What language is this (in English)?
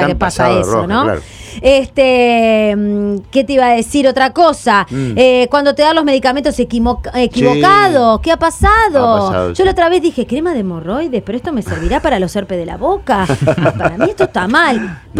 Spanish